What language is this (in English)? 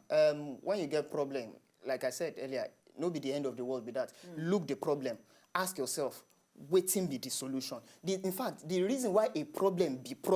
Nigerian Pidgin